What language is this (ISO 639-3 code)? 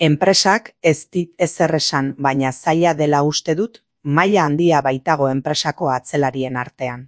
eus